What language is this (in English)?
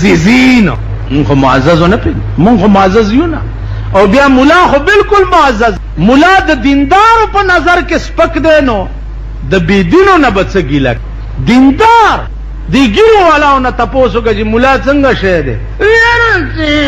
Pashto